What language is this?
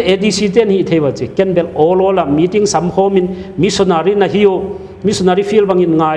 Paite Chin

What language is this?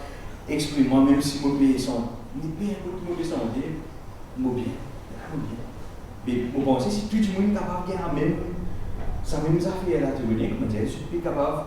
Morisyen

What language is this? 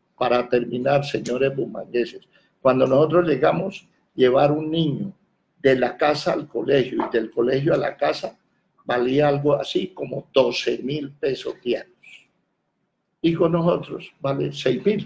Spanish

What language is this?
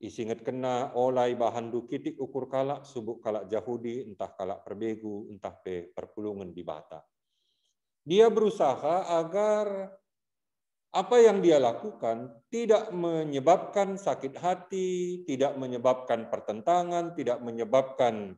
Batak Karo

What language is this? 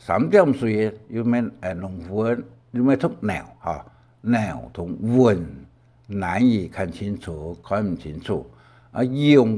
Hakka Chinese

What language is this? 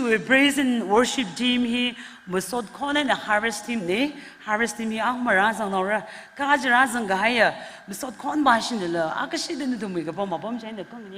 Tangkhul Naga (India)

